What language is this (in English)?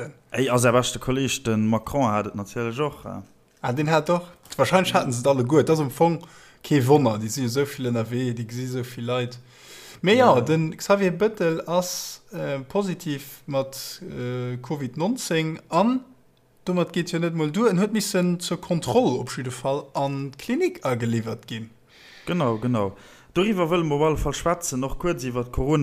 Luxembourgish